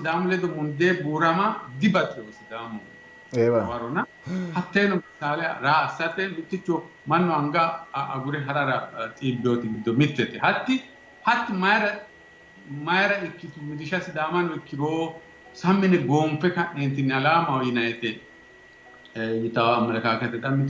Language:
Sidamo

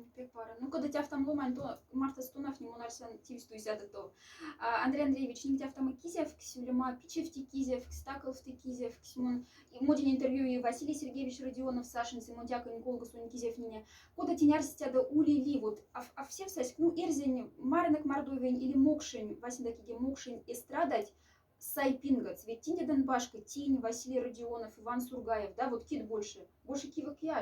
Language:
Moksha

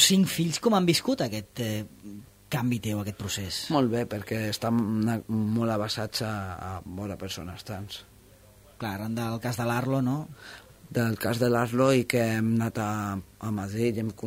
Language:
Catalan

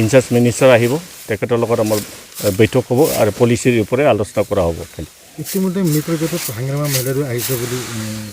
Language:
Assamese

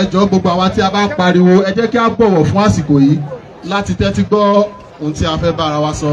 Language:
Yoruba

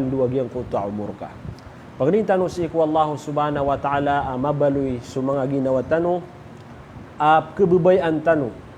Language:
Maranao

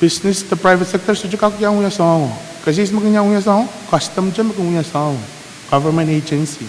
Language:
Pohnpeian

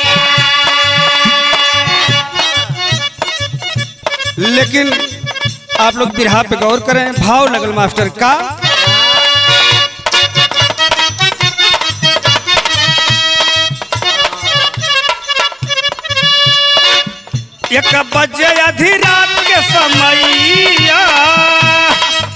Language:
Bhojpuri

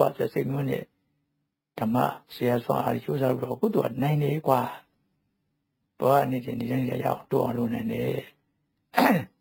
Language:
Burmese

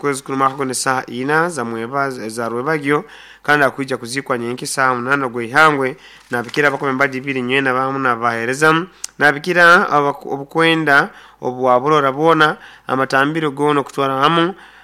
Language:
Nyoro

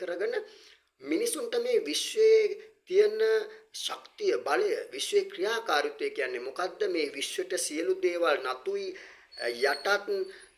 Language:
Sinhala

